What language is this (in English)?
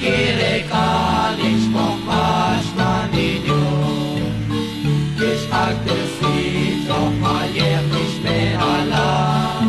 Kekchí